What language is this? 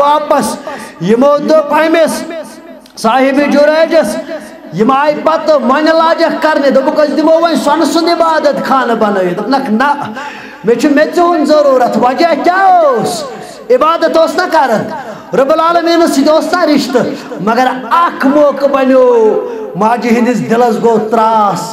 Kashmiri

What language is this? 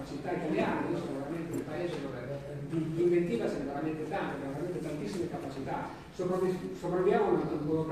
Italian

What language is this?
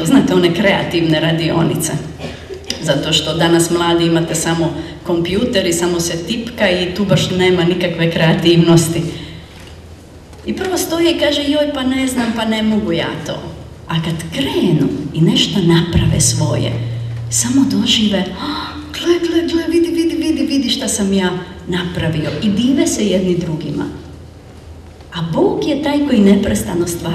Croatian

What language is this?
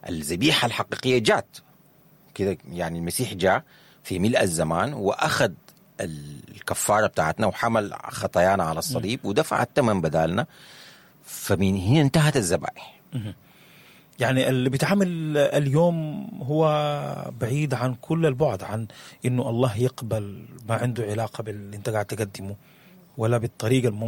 Sudanese Arabic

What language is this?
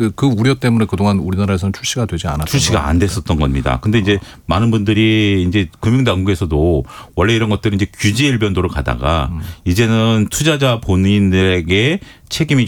Korean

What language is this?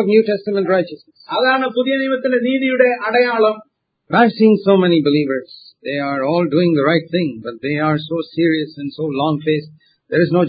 Malayalam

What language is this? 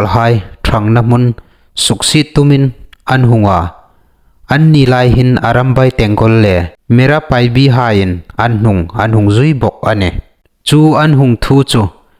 Hmar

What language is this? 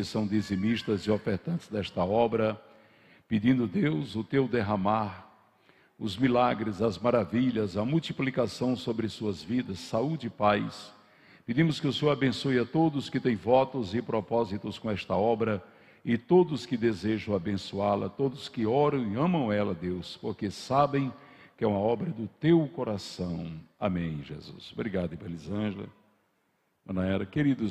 Portuguese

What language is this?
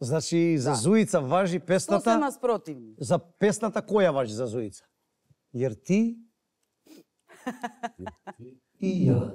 Macedonian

